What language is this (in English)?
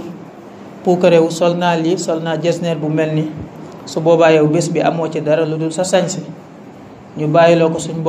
Wolof